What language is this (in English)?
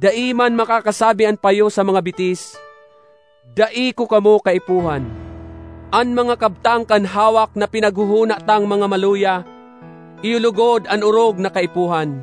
Bikol